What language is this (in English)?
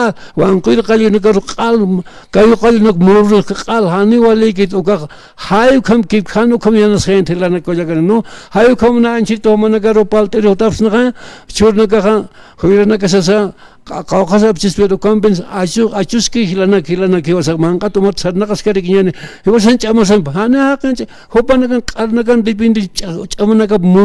Aymara